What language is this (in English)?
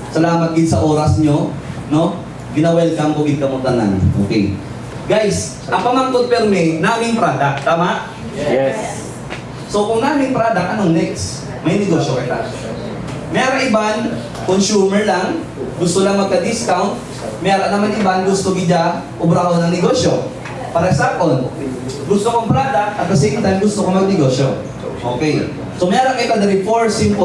Hiligaynon